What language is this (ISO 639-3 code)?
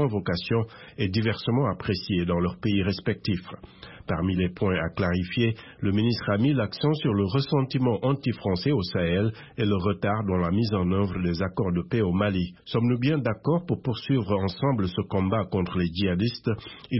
fra